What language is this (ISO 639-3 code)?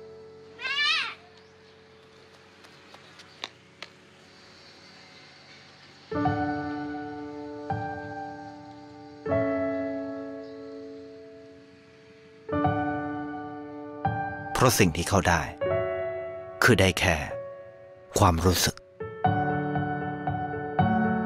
tha